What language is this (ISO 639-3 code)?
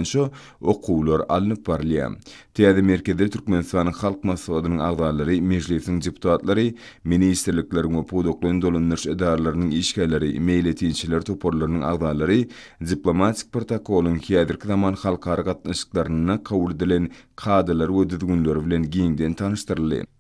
tuk